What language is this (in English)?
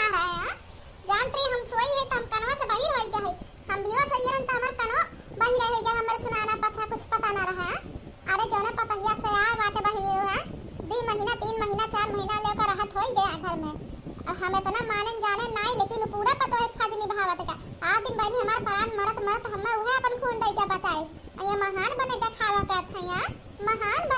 Awadhi